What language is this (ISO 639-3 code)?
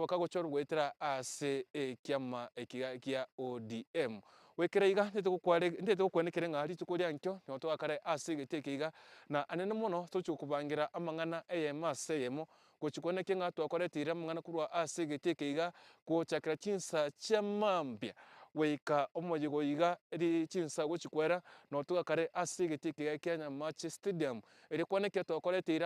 guz